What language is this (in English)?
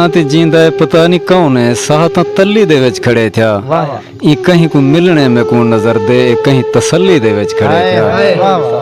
Saraiki